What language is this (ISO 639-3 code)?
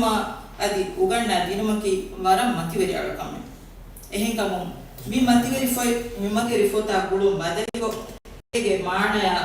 div